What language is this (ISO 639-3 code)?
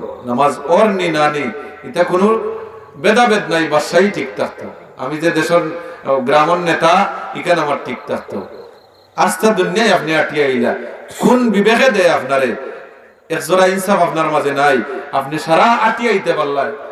syl